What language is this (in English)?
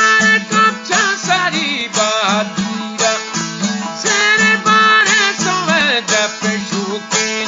Eastern Balochi